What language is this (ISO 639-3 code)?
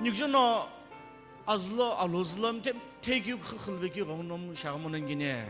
nsm